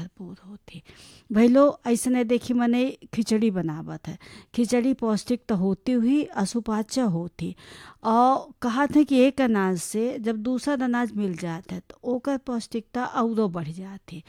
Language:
Bhojpuri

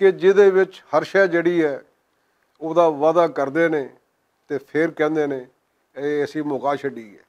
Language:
Western Panjabi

